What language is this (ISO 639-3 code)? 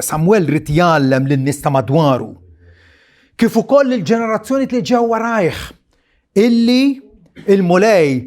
mlt